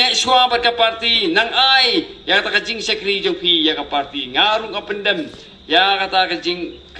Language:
Khasi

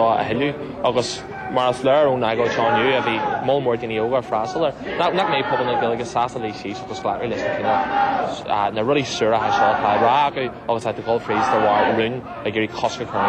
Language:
Irish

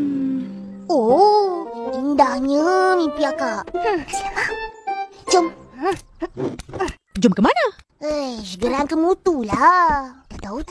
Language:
Malay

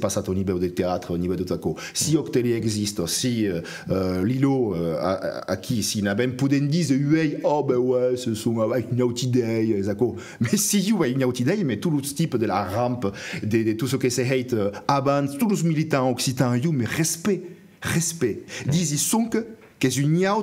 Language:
Occitan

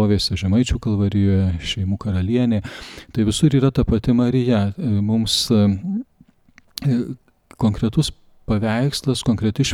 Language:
Lithuanian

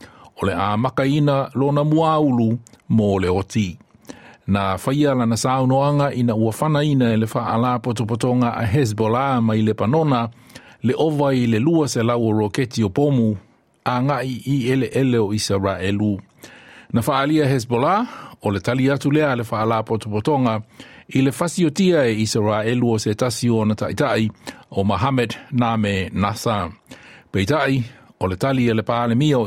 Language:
Samoan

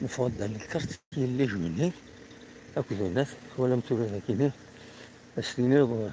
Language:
Kabyle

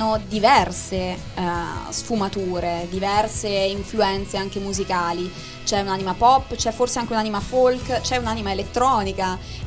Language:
Italian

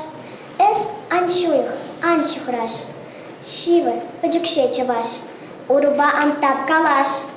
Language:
Chuvash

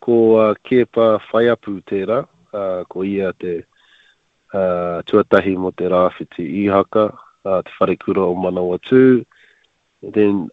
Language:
Māori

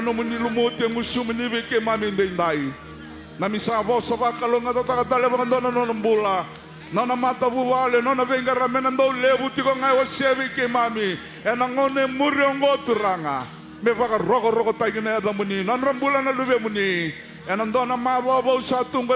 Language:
Fijian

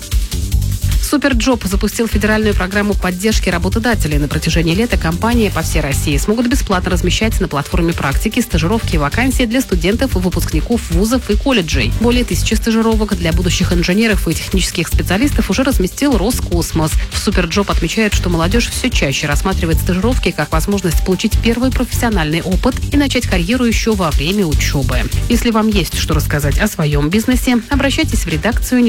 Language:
Russian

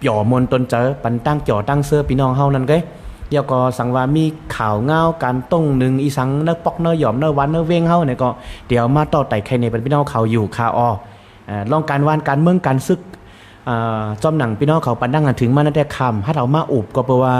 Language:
Shan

